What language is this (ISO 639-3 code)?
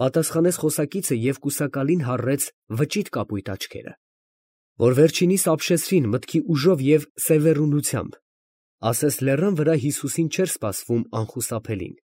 hye